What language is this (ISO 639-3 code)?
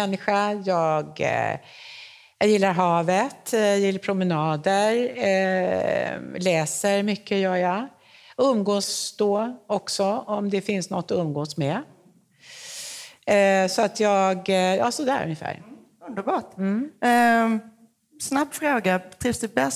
swe